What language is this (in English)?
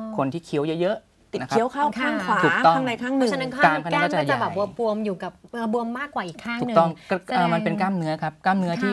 Thai